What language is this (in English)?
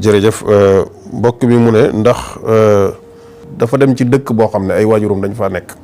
Wolof